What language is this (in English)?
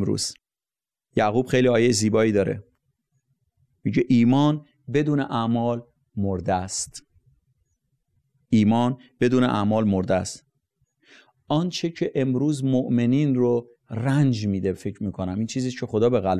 Persian